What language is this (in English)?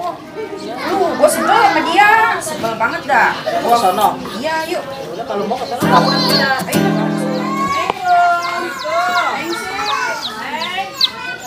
Betawi